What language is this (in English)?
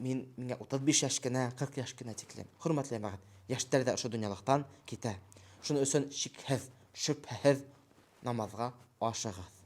Bashkir